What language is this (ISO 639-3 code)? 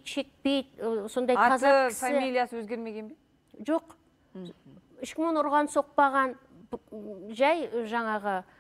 kaz